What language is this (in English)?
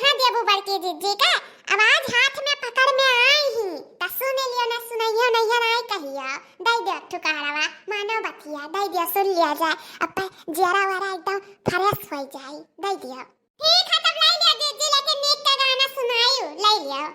Awadhi